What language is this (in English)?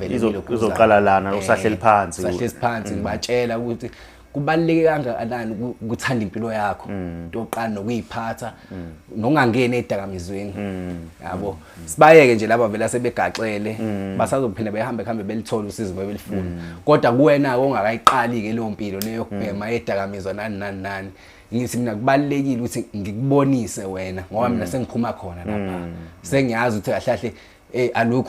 Zulu